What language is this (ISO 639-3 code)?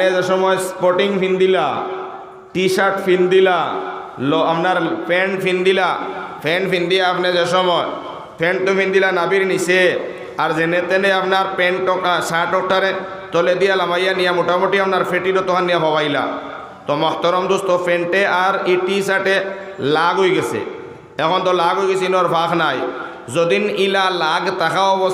syl